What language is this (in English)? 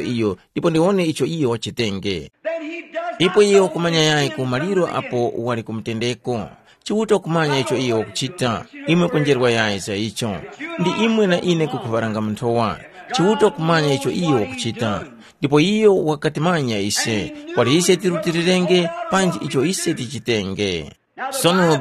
Tumbuka